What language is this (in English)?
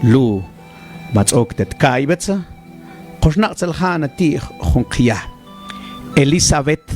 Mam